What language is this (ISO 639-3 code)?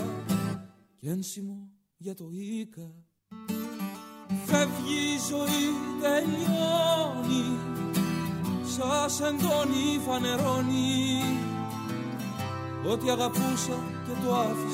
ell